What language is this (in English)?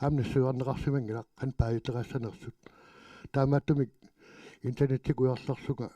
Kalaallisut